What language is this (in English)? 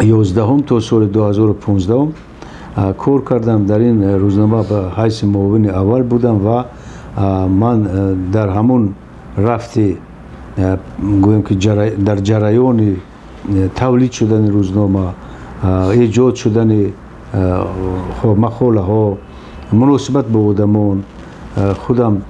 Tajik